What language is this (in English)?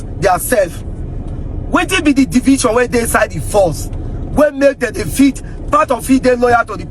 Nigerian Pidgin